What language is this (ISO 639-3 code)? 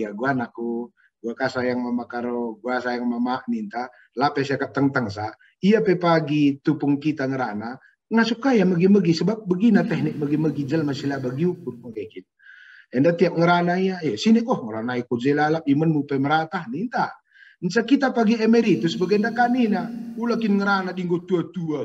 btx